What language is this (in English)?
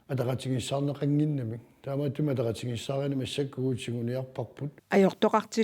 Kalaallisut